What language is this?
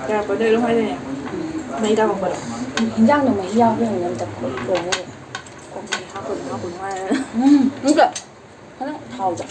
Manipuri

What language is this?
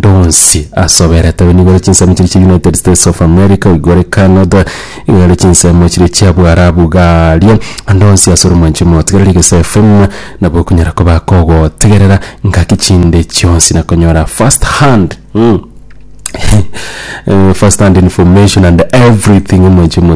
Gusii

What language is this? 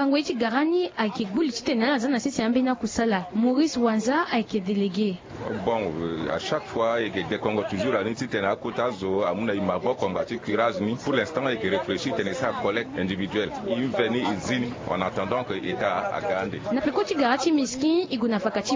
Sango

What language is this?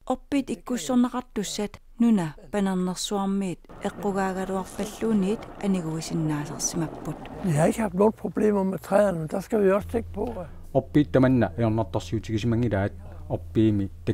Kalaallisut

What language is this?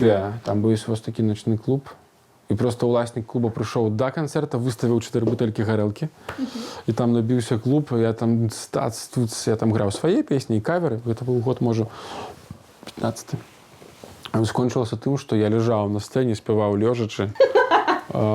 Belarusian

